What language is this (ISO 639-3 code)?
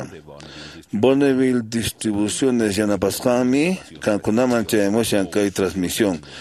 que